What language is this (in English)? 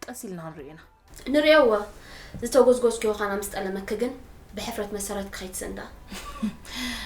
Tigrinya